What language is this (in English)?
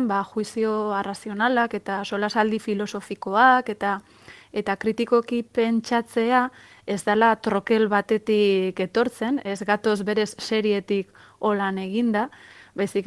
Basque